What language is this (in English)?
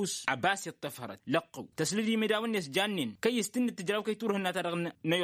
Tamasheq